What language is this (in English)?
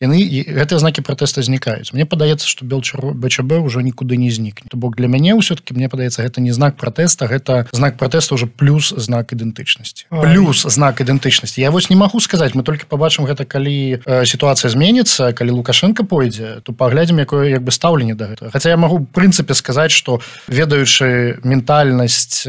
Belarusian